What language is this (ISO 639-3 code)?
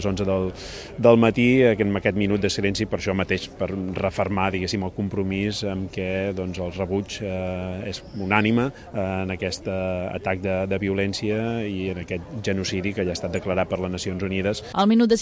cat